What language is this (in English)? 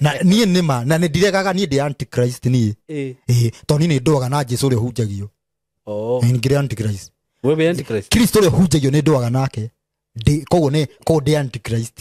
Kikuyu